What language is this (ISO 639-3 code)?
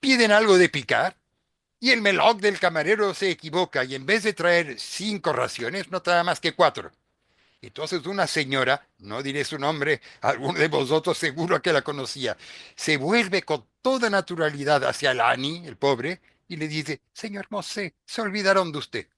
lad